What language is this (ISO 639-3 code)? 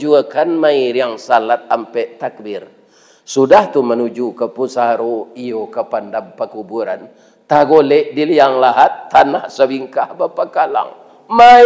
min